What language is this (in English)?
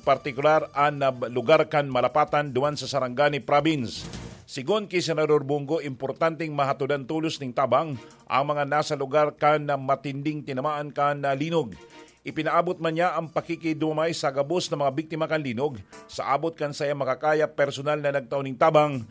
Bikol